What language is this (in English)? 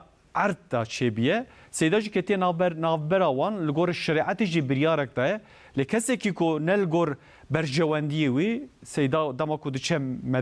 Kurdish